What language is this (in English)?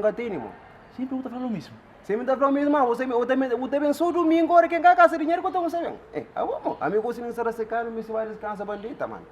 Kabuverdianu